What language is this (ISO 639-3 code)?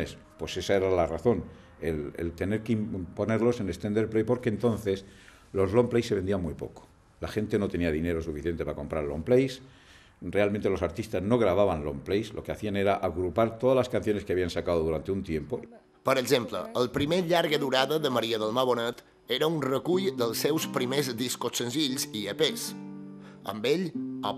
cat